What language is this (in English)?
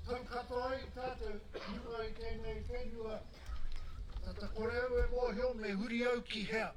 Māori